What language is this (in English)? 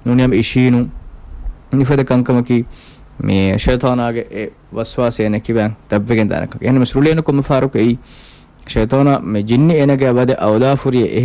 Divehi